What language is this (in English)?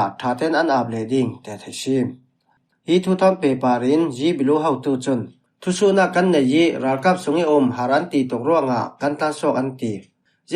Falam Chin